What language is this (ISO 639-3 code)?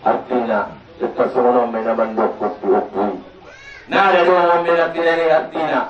akb